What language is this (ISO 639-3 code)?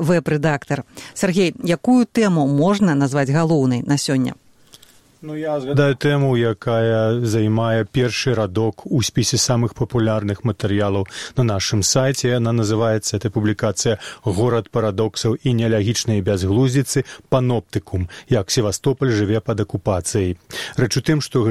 bel